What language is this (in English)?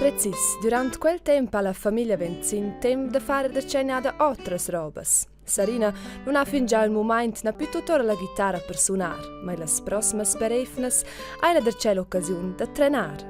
Romansh